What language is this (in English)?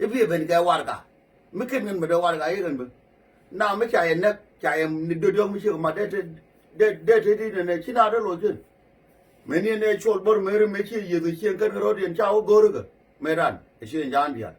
Nuer